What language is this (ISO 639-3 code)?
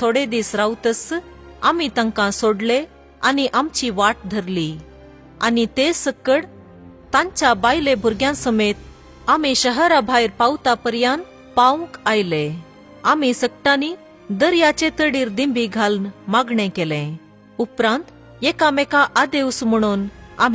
kok